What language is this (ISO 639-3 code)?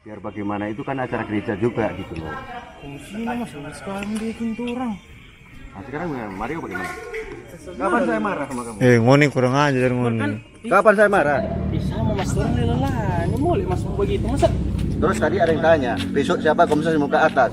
xmm